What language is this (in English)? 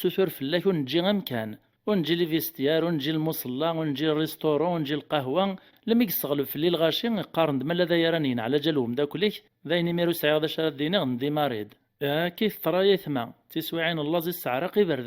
Kabyle